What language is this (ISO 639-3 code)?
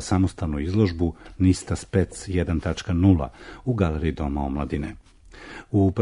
srp